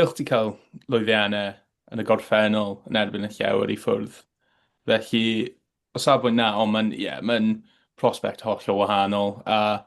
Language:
Welsh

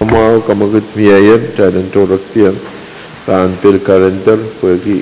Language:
Pohnpeian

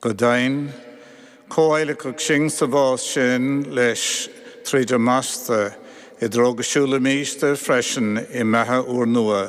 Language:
Irish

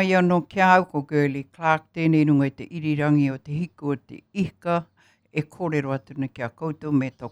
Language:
Māori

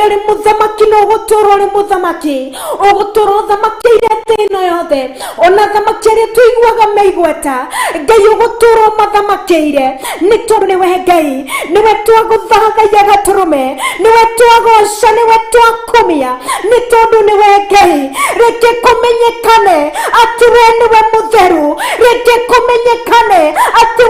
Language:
Kikuyu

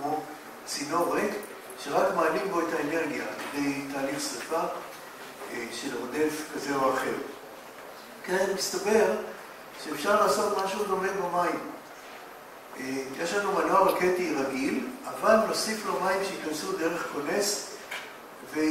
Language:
Hebrew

